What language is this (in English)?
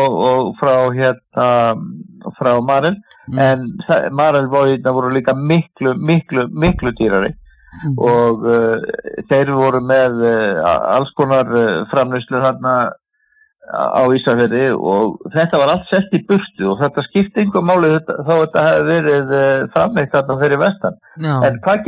Icelandic